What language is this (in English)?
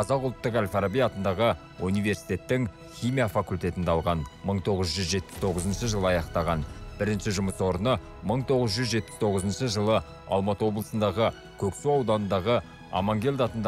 Kazakh